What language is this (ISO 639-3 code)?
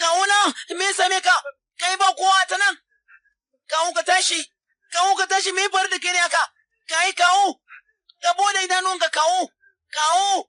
hau